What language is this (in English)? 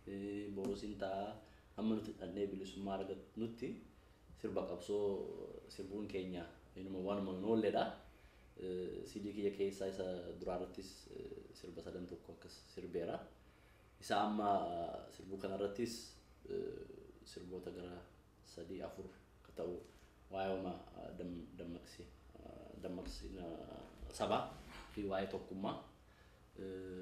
Oromo